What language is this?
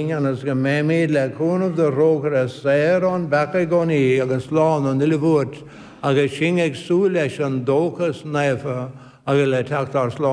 Irish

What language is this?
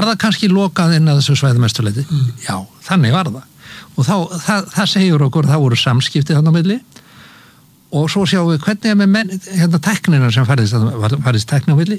Icelandic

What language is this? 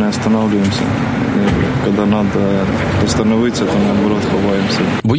Ukrainian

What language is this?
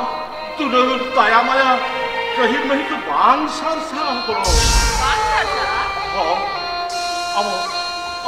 Santali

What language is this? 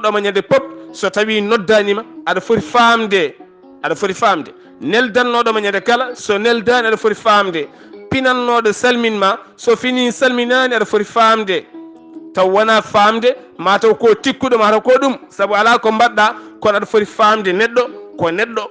Fula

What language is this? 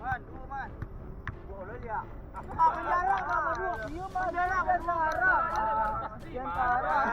Minangkabau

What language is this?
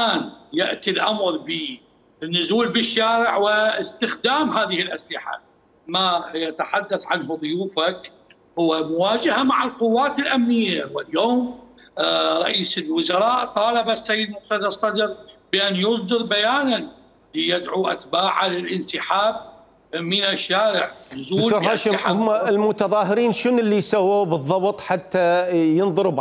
Mesopotamian Arabic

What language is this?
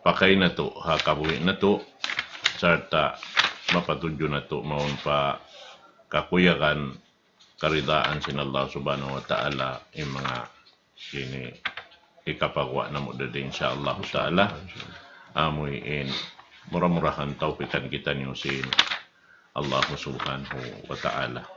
Tausug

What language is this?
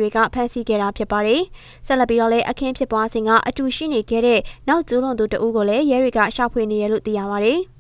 Burmese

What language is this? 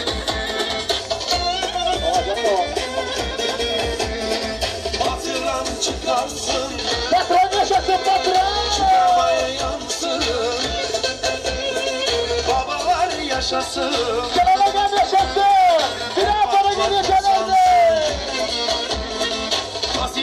Turkish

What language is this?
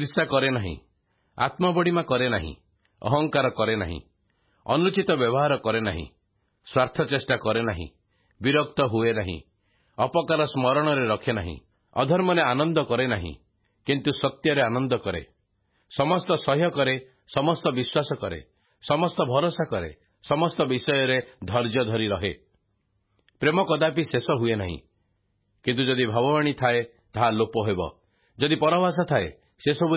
Odia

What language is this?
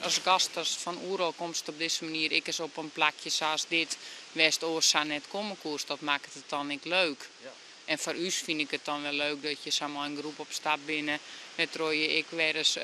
Western Frisian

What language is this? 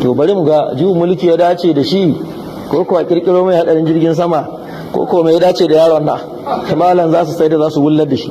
Hausa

